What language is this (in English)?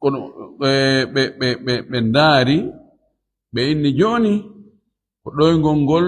Fula